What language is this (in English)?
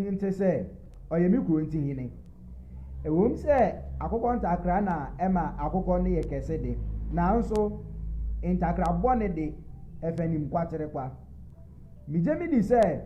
Akan